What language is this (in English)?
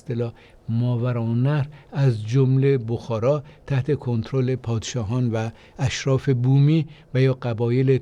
Tajik